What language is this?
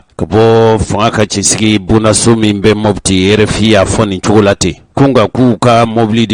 Bambara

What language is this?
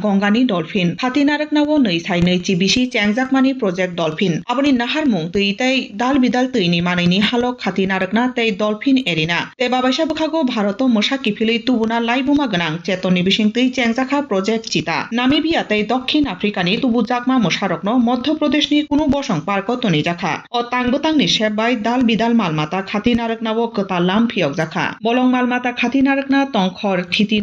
Kok Borok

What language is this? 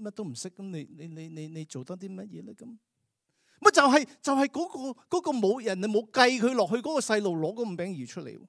Cantonese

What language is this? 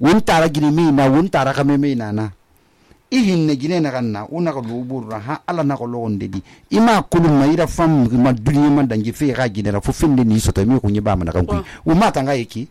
Susu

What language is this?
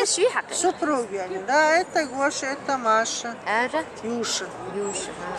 Chechen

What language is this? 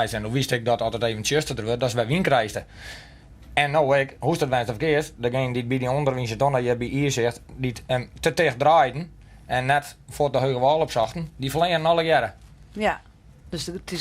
Western Frisian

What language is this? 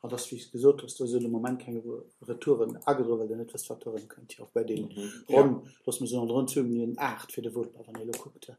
Luxembourgish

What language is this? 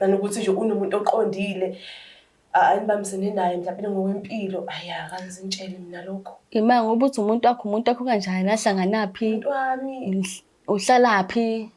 Zulu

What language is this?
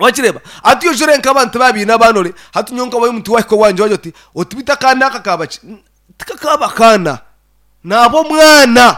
Nyankole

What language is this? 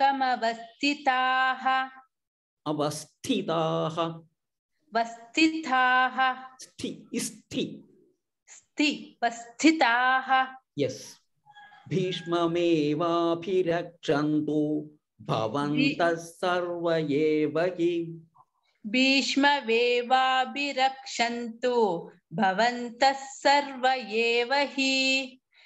Sanskrit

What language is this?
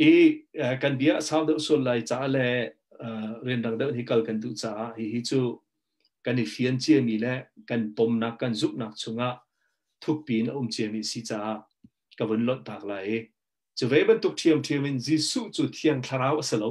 Hakha Chin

